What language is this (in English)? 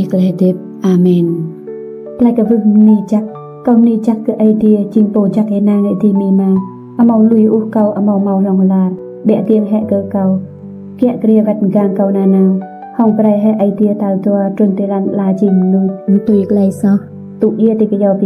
Rade